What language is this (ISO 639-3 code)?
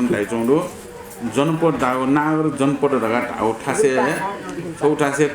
new